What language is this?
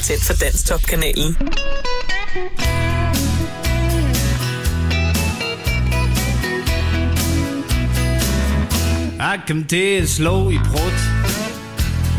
Danish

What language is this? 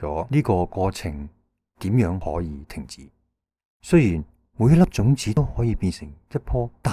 Cantonese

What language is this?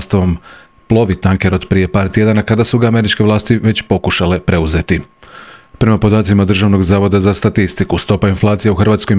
Croatian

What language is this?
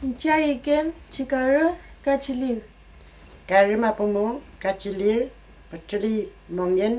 Mapuche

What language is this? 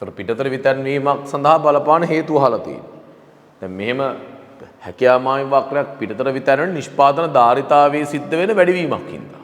Sinhala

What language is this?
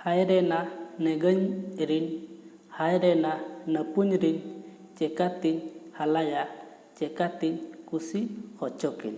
Santali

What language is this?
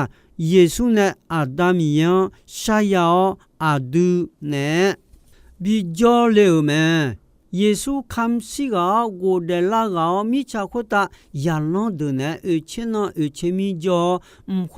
Akha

